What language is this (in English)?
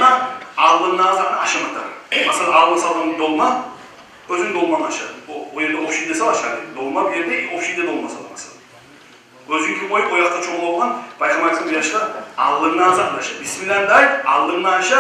Kumyk